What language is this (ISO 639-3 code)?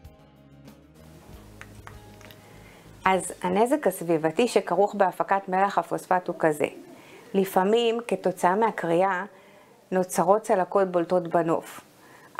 heb